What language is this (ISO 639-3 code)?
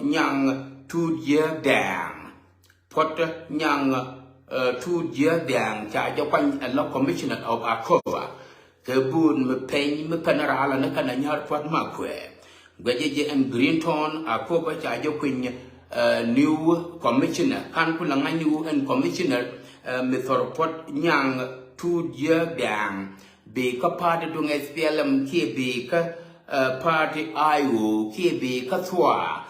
nus